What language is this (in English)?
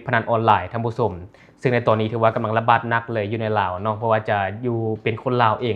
Lao